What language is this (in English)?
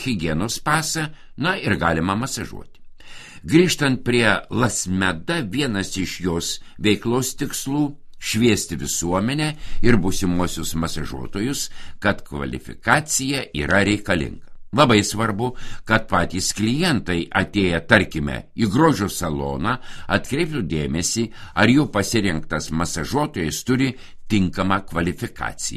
Lithuanian